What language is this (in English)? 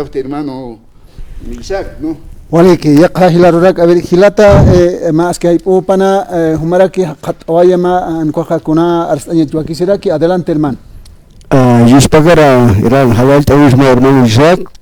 Aymara